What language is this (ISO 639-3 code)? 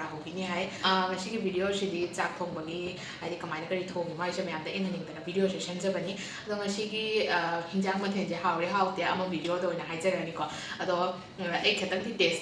mni